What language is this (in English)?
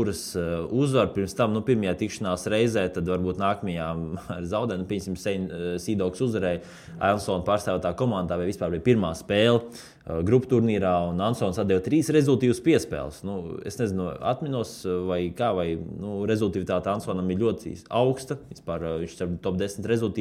Latvian